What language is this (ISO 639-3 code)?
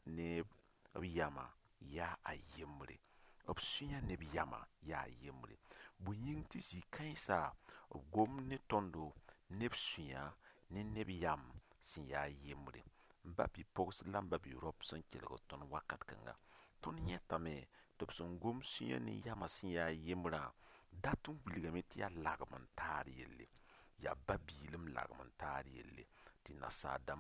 mos